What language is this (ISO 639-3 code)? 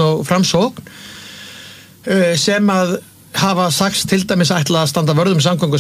isl